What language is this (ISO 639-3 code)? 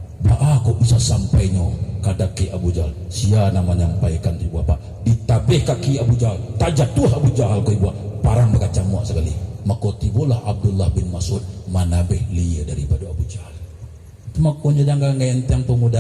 min